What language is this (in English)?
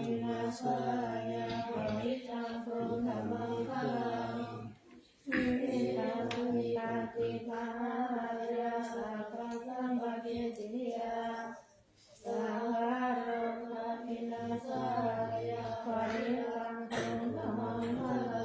Pali